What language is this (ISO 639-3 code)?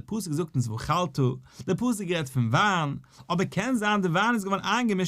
yid